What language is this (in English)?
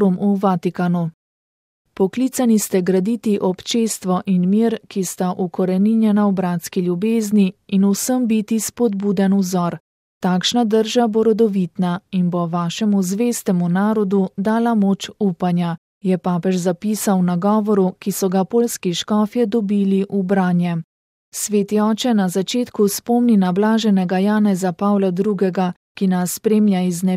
Slovenian